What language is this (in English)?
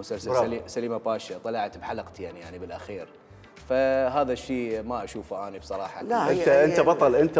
Mesopotamian Arabic